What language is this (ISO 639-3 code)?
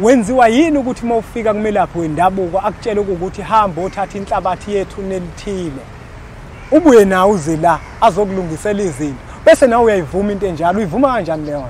zul